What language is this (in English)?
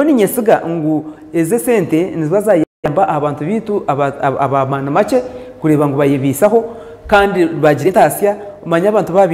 Nyankole